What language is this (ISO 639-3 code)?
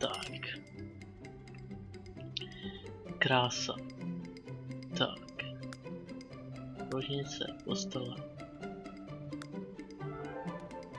ces